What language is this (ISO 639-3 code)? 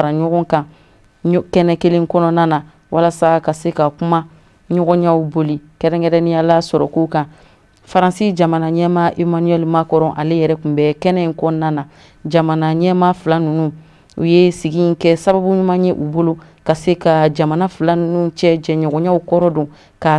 bam